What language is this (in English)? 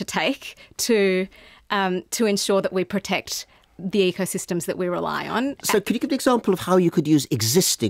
English